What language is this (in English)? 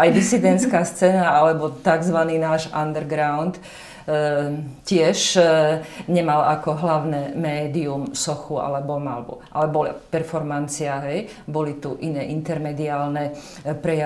Slovak